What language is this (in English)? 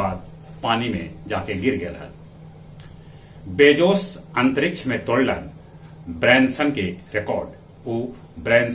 Magahi